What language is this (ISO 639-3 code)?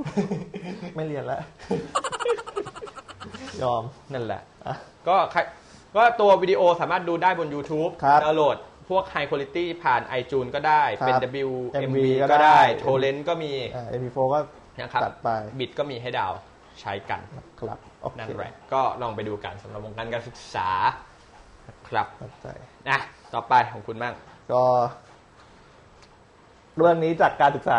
tha